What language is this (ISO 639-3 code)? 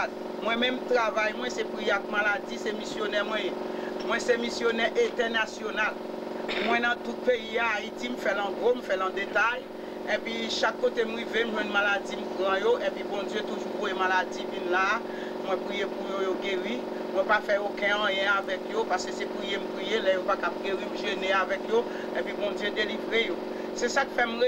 hat